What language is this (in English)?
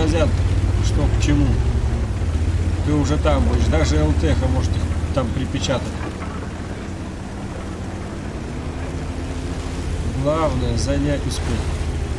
Russian